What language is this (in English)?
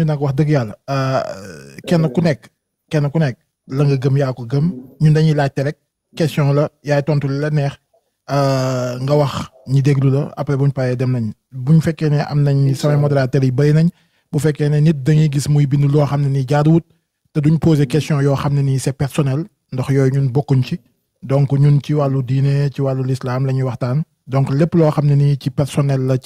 Wolof